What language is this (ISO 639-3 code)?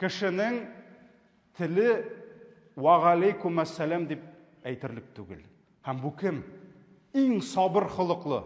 tat